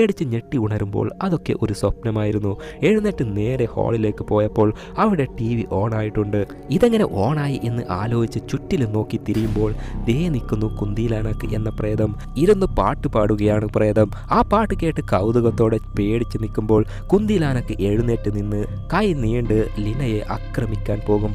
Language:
Malayalam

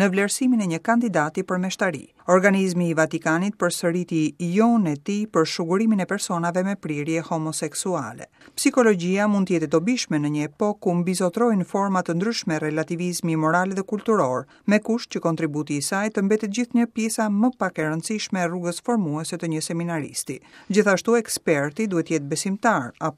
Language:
Albanian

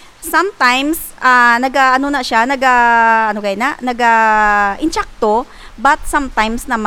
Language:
Hiligaynon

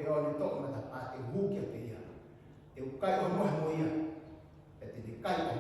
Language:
Tongan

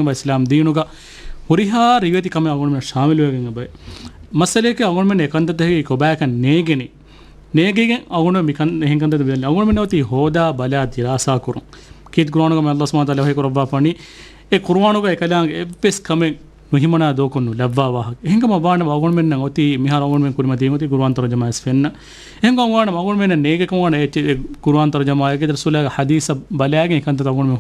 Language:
Divehi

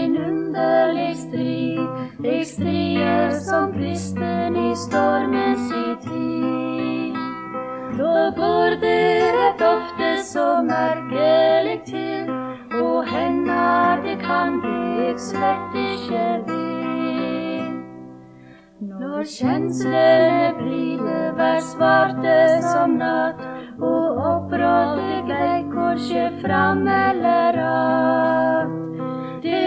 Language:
Norwegian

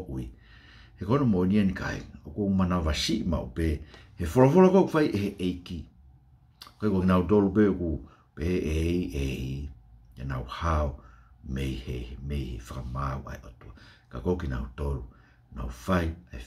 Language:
Tongan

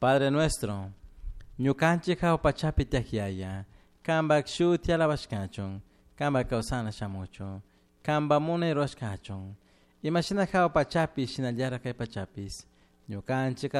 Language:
Chimborazo Highland Quichua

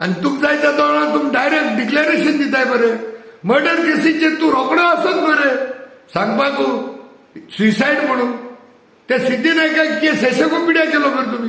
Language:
Konkani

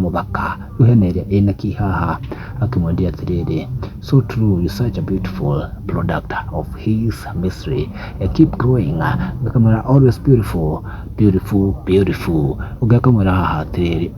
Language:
Kikuyu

